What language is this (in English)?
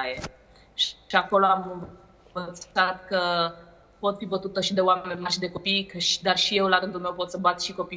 Romanian